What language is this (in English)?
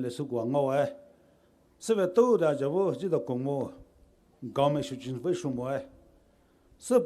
Poumei Naga